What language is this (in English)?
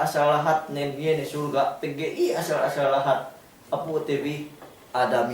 Yakan